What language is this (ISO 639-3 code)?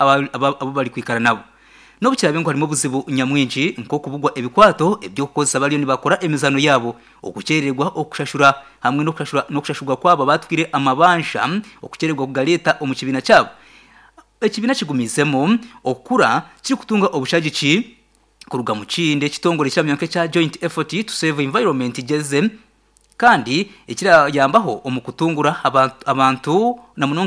nyn